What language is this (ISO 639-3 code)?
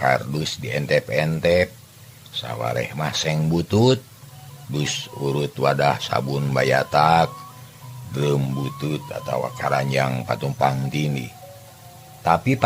sun